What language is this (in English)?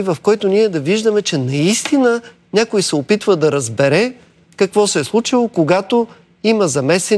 Bulgarian